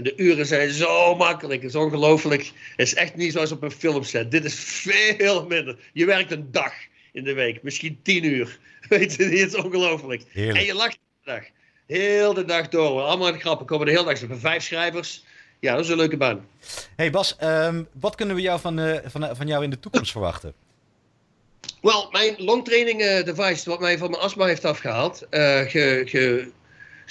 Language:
Dutch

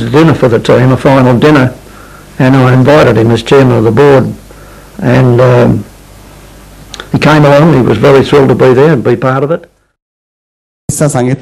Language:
Marathi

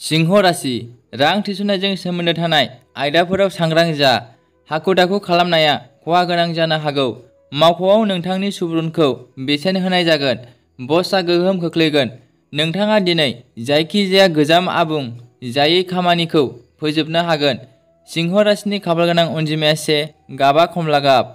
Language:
Bodo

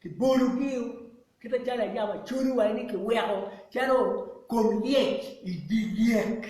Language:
Acoli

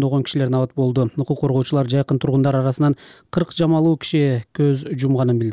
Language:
Kyrgyz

